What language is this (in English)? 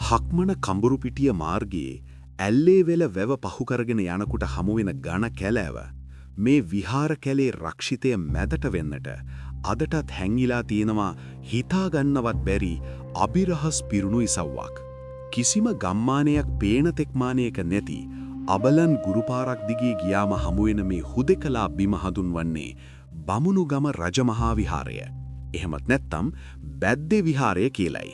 Sinhala